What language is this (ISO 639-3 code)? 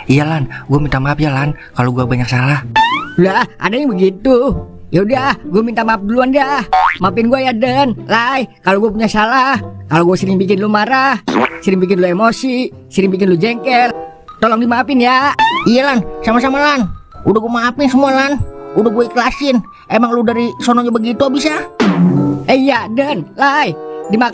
bew